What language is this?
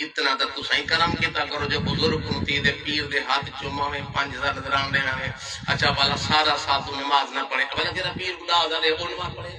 Saraiki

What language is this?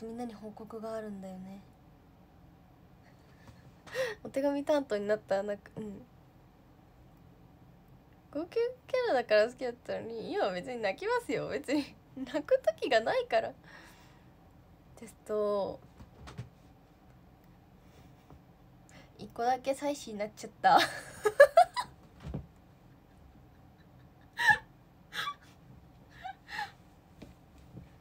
Japanese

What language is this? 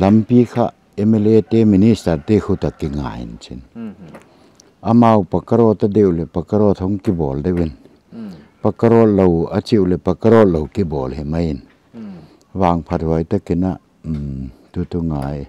Paite Chin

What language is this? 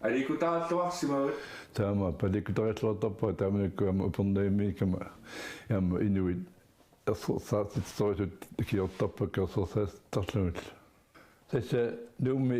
Kalaallisut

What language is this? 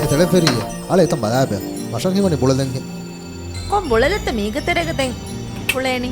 Divehi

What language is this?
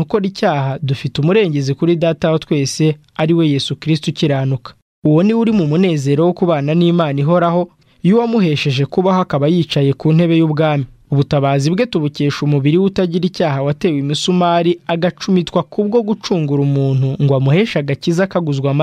Kinyarwanda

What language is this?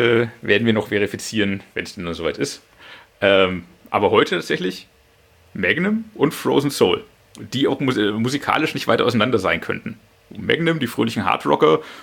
German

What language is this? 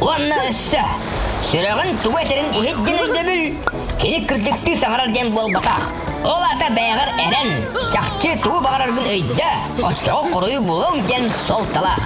Yakut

